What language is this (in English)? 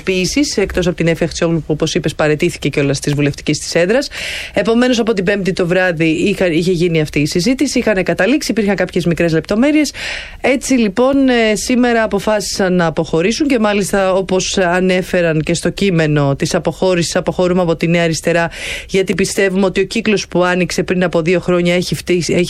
Greek